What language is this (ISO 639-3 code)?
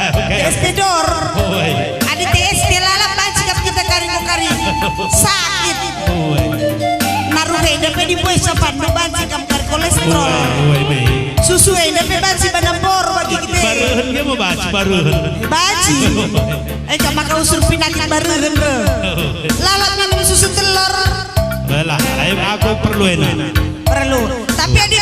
btx